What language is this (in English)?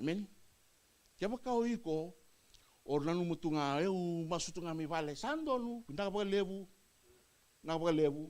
Fijian